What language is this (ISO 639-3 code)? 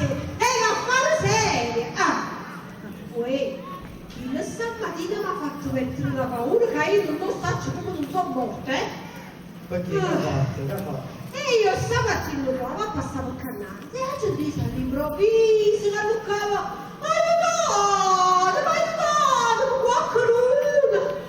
nap